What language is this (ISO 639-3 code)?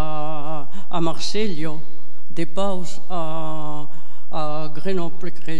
oci